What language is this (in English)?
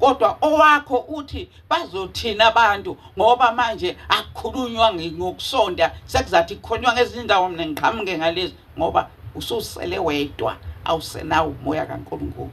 Zulu